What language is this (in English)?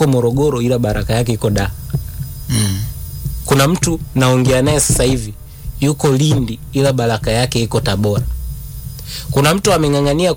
Swahili